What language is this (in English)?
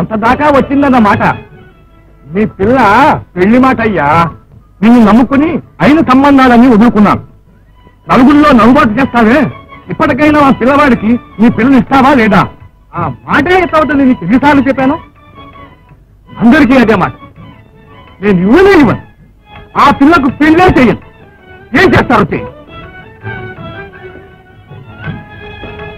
Telugu